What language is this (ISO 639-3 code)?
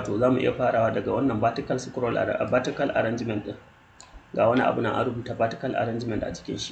hau